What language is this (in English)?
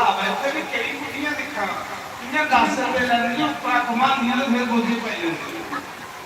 Dogri